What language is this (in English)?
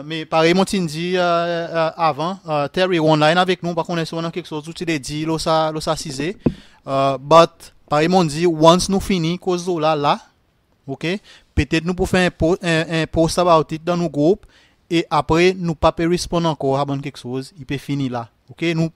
Seselwa Creole French